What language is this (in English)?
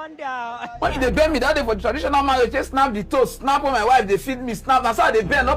Nigerian Pidgin